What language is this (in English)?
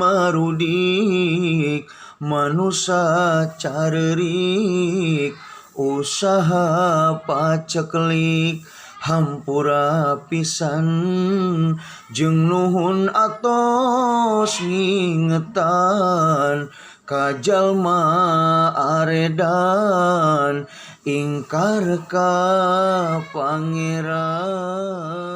Sundanese